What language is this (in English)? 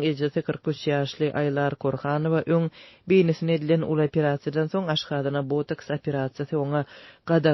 Turkmen